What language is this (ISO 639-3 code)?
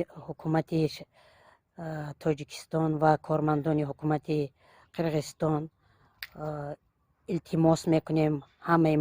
tgk